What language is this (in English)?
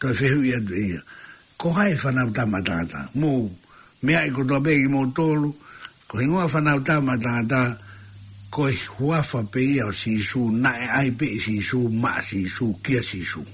Tongan